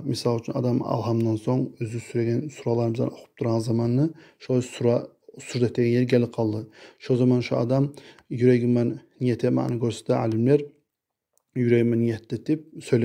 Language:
Kumyk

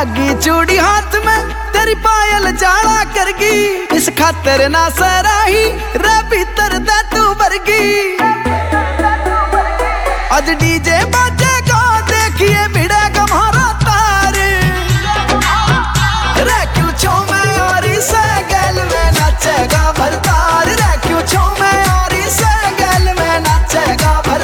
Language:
Haryanvi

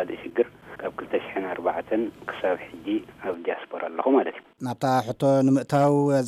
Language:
Tigrinya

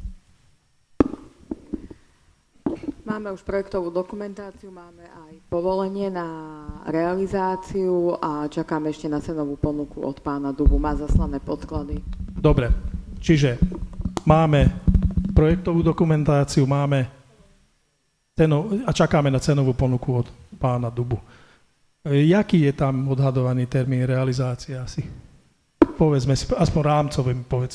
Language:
Slovak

